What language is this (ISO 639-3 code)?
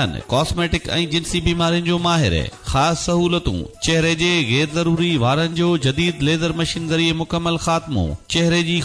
snd